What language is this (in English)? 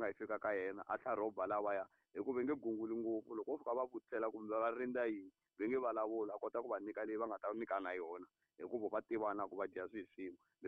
Tsonga